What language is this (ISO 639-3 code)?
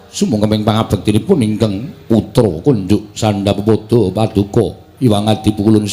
jav